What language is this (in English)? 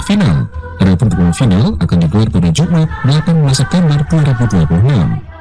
Indonesian